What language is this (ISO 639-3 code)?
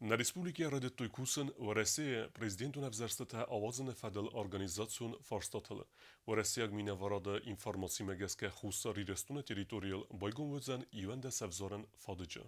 oss